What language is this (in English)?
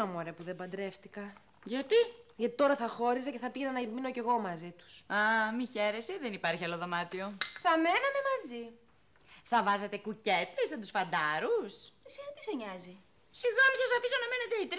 Greek